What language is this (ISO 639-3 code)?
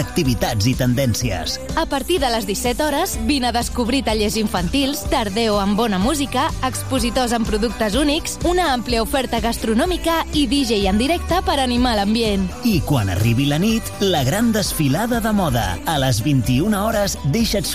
cat